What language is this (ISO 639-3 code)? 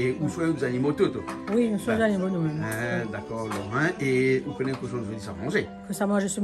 rcf